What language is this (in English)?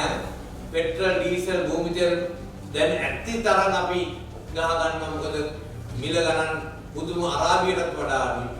Sinhala